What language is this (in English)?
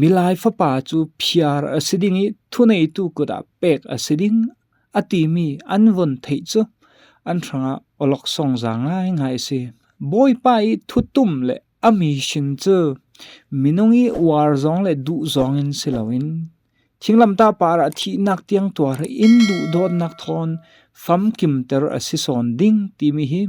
Falam Chin